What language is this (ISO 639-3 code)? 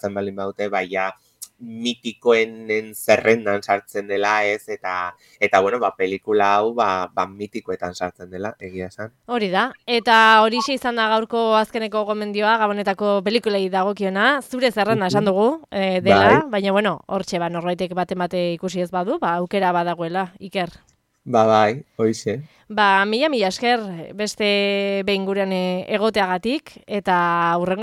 eus